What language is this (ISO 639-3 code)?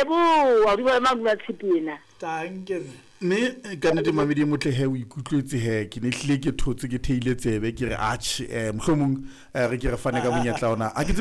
sot